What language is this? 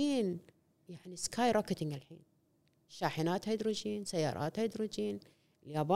Gulf Arabic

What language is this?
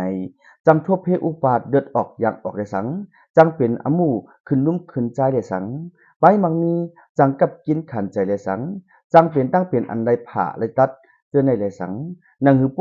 Shan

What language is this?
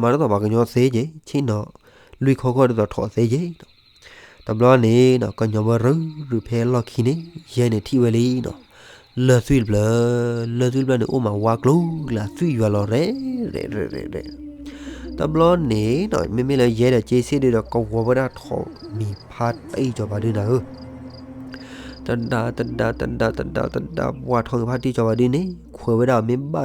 S'gaw Karen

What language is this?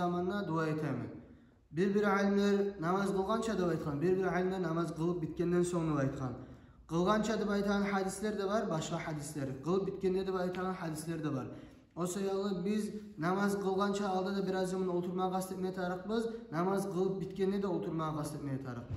Kumyk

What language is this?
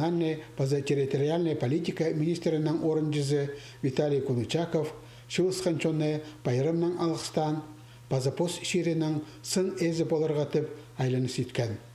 Khakas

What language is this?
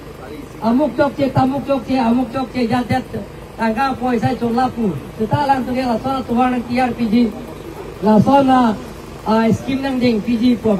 Karbi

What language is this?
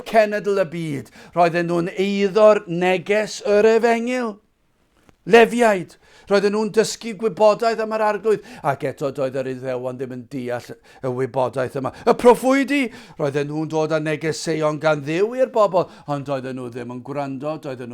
Welsh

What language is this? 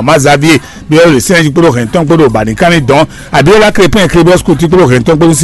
Fon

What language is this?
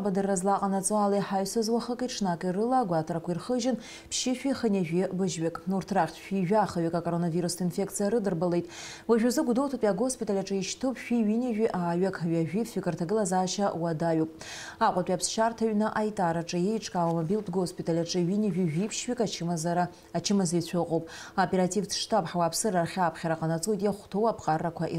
Abkhazian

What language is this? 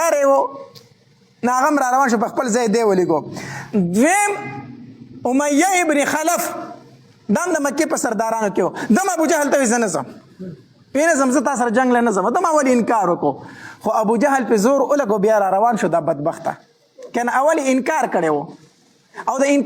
Pashto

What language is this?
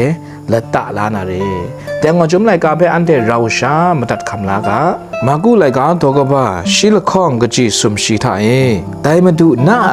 Kachin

